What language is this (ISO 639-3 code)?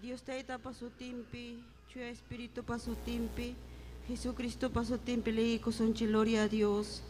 quy